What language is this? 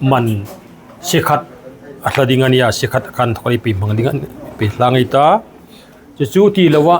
Hmar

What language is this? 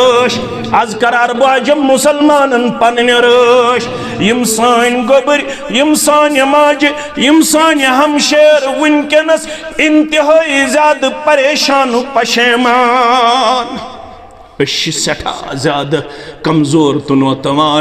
Kashmiri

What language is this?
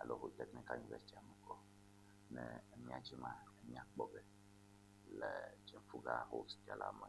Ewe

